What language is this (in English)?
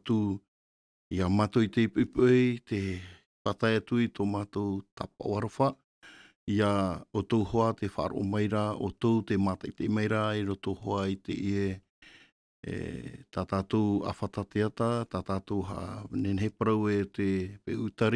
Tahitian